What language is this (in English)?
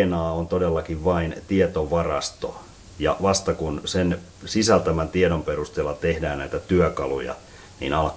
Finnish